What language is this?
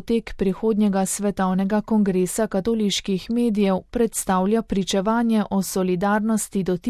Slovenian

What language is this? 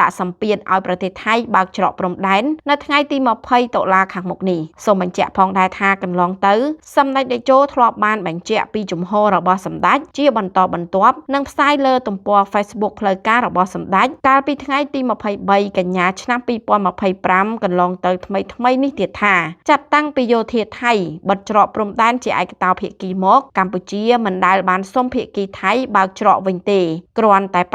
Khmer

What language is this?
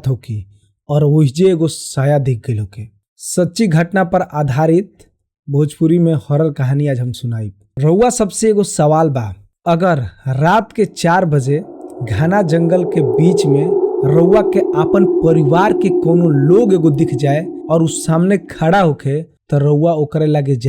Bhojpuri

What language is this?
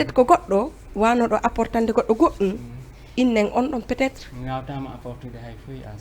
Fula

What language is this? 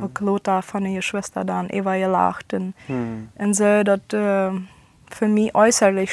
Plautdietsch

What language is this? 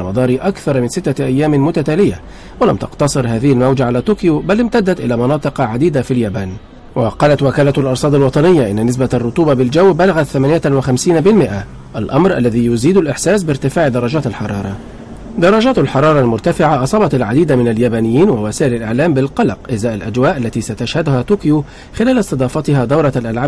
Arabic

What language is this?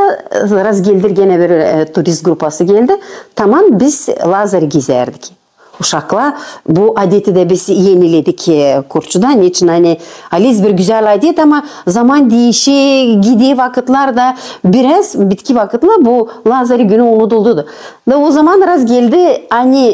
Gagauz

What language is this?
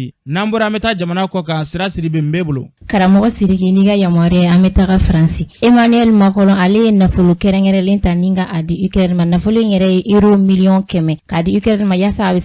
Bambara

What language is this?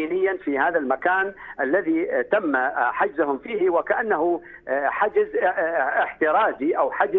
Arabic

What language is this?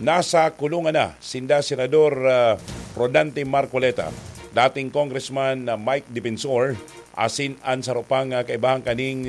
Bikol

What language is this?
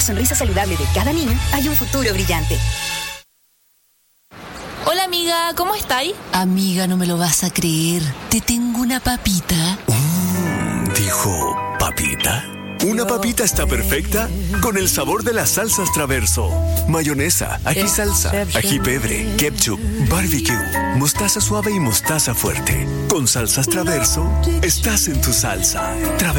Spanish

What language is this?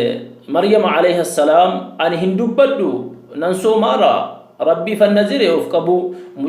Oromo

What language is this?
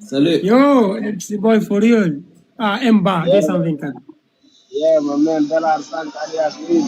Fula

